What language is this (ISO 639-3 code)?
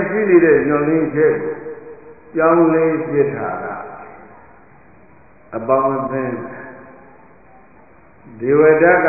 mya